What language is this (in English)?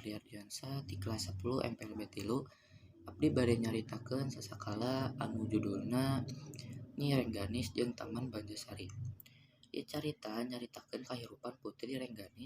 Sundanese